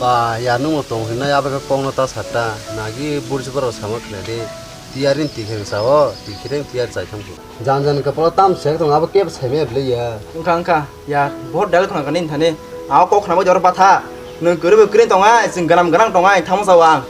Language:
Kok Borok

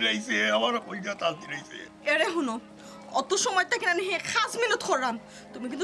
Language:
Sylheti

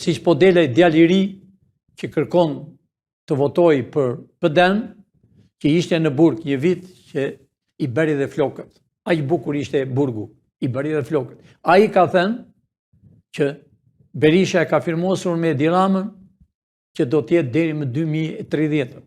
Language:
Albanian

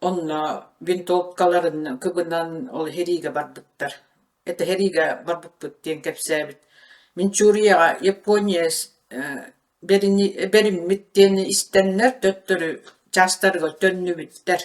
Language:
Yakut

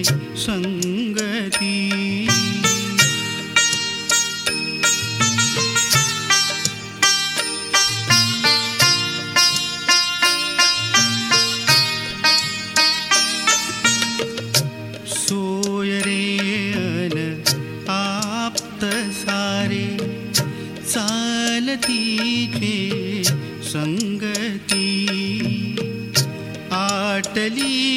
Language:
Marathi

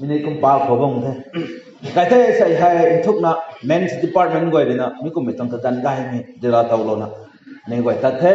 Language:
Rongmei Naga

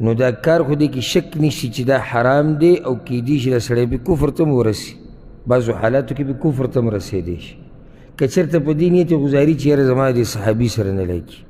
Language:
Pashto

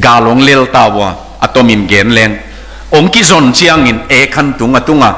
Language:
Tedim Chin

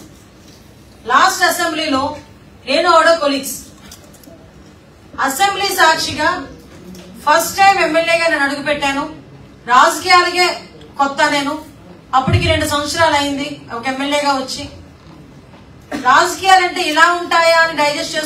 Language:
Telugu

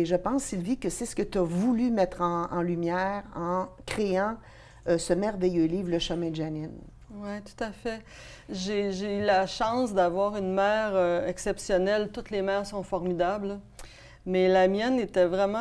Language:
French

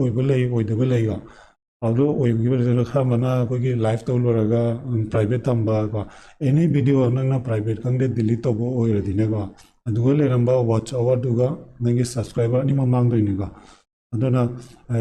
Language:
Manipuri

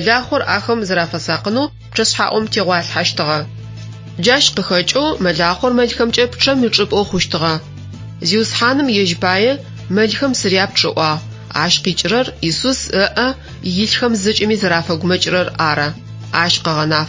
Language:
Adyghe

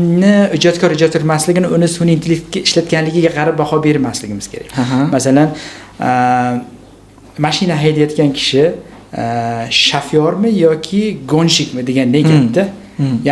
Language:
Uzbek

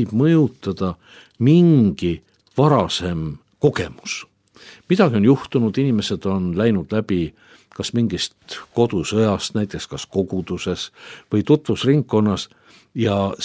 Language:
Estonian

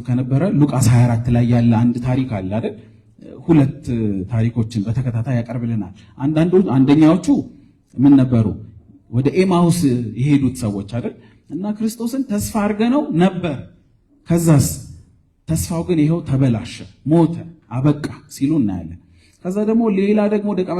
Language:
Amharic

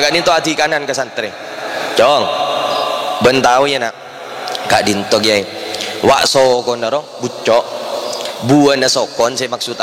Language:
Madurese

